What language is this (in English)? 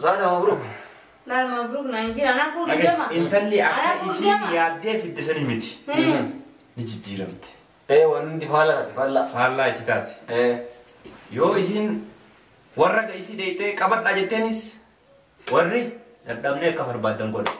Oromo